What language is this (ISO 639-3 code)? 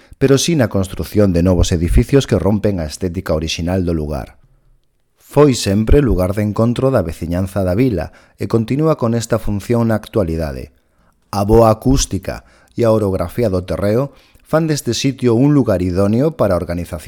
glg